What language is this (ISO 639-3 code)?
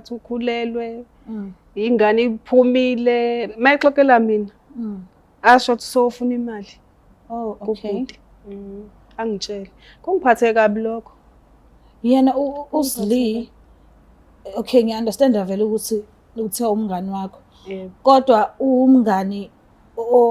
zul